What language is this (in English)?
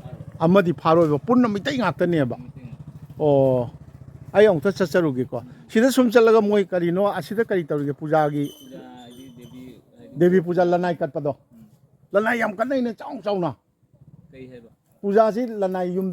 Manipuri